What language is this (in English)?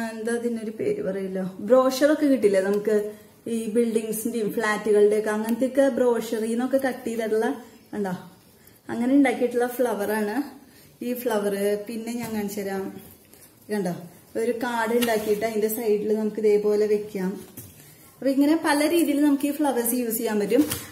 Malayalam